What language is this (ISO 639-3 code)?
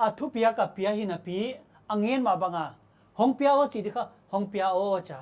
pck